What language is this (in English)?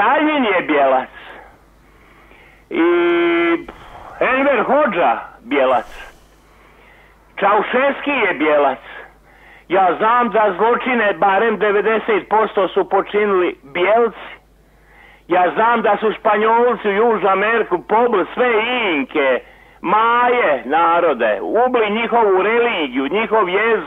Croatian